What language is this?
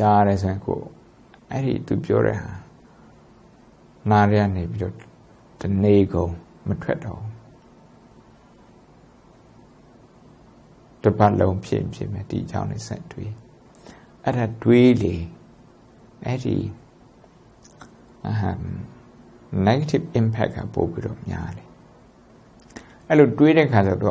Burmese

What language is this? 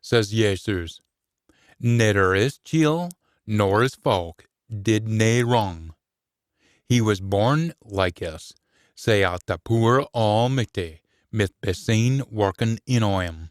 Scots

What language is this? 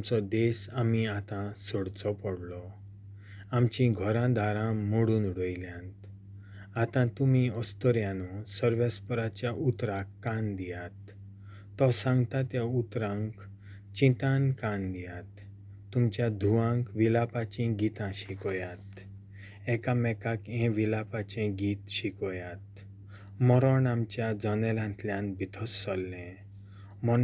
Konkani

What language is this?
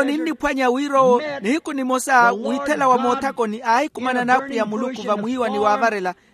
Makhuwa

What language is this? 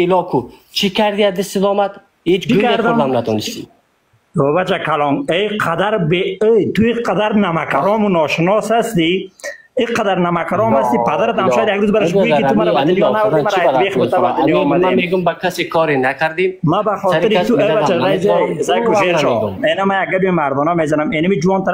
Persian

